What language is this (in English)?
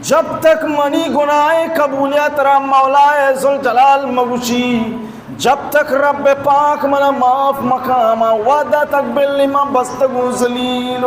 Baluchi